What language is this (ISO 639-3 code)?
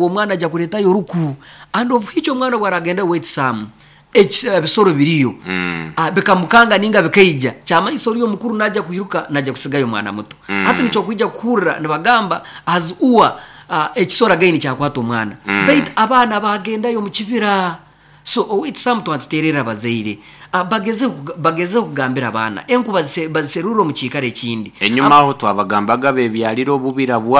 nyo